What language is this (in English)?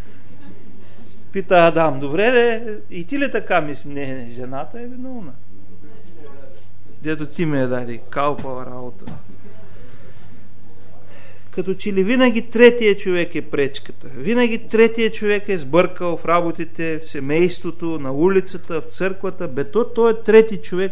Bulgarian